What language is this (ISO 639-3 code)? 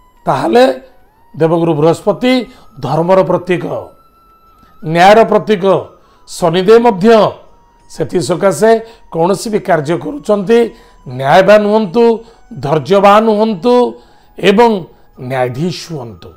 ori